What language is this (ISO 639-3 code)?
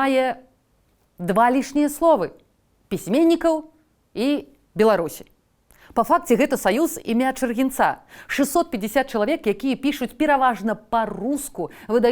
bel